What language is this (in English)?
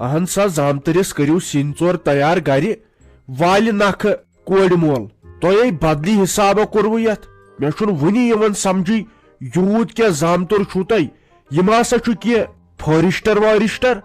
Kashmiri